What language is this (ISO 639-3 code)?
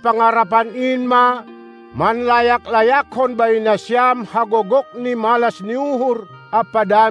bts